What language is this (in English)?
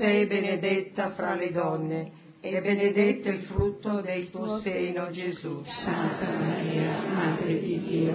Italian